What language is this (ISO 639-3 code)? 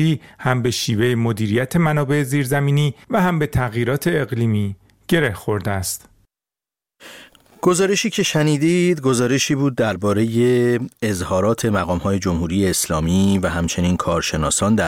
fas